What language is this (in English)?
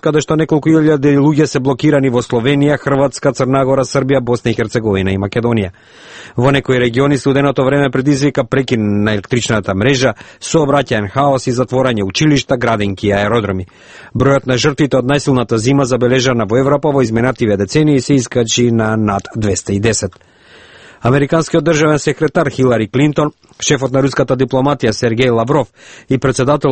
Macedonian